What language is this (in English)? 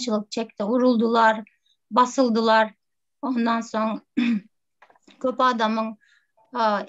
Turkmen